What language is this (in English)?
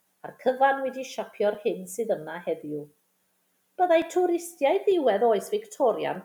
Welsh